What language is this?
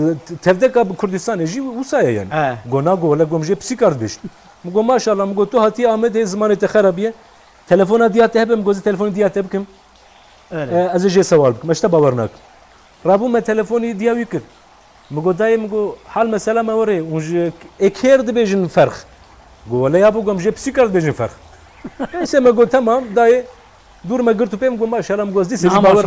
Kurdish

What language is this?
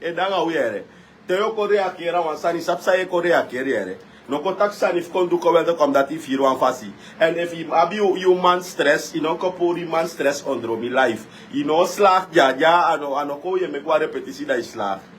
Sranan Tongo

